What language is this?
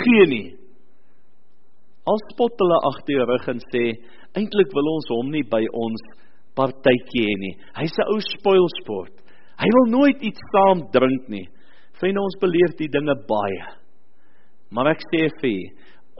Afrikaans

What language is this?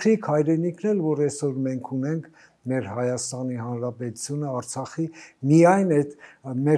Armenian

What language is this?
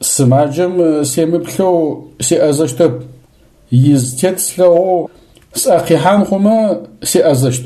Adyghe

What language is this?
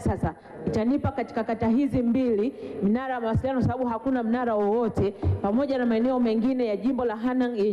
Swahili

